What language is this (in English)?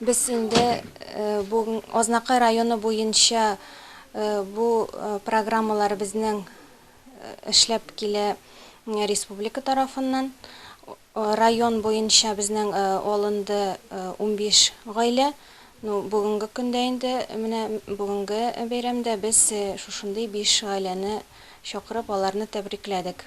Tatar